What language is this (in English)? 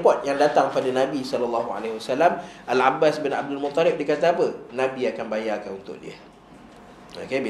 Malay